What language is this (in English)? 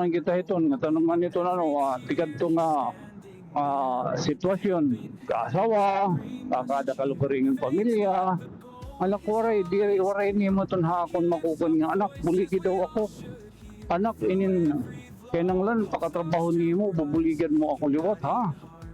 Waray